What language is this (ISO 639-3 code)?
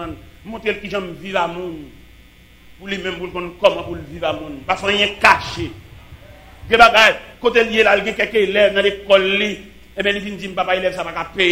fra